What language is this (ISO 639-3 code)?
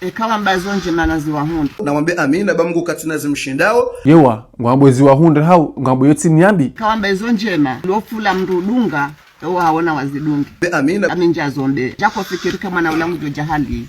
zdj